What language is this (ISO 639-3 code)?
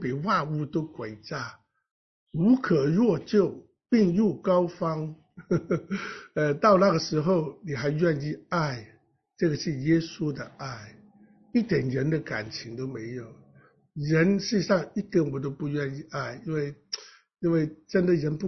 zho